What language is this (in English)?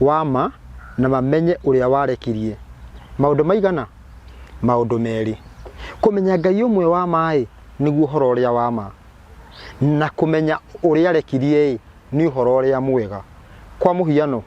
Kikuyu